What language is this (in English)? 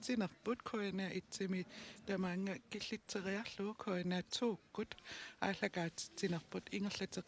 Kalaallisut